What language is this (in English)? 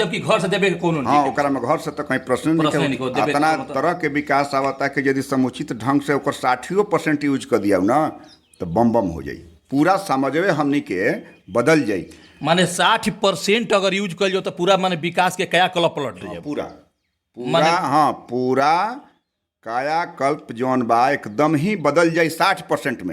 Bhojpuri